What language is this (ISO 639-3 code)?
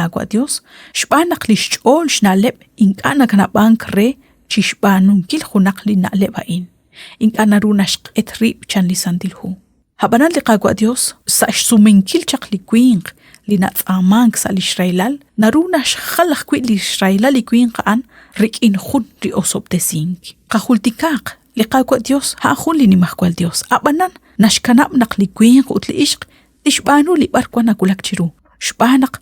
kek